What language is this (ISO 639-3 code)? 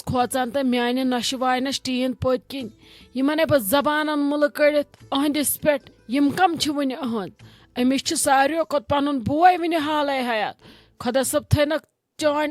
kas